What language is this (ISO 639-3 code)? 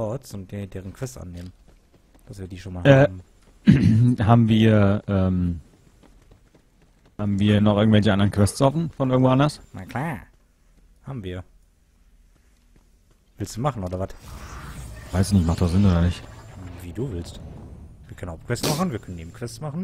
deu